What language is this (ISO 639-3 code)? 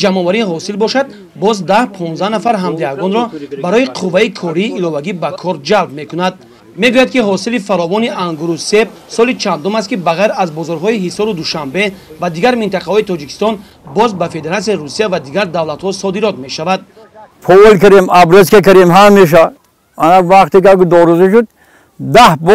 tgk